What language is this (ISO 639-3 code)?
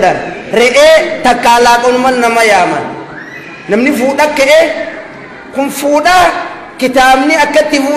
orm